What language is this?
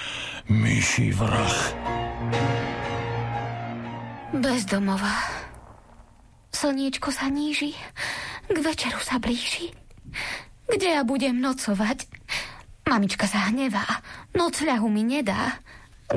Slovak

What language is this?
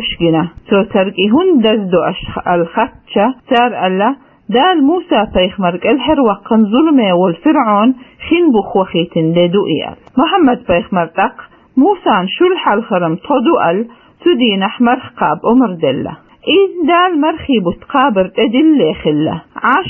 Chechen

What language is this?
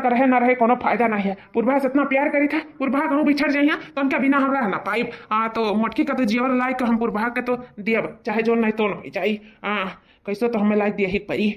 Awadhi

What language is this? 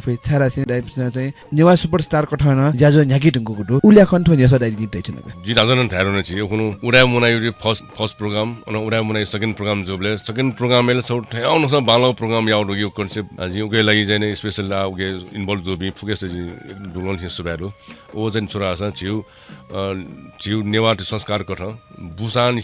Newari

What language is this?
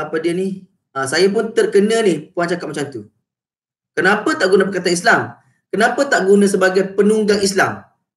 Malay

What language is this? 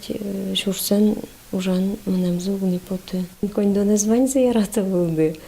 Udmurt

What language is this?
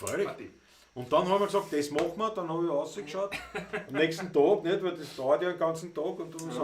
Bavarian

